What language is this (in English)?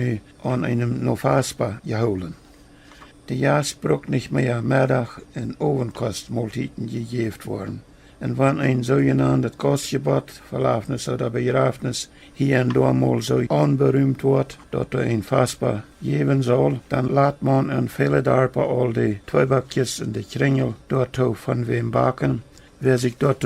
Plautdietsch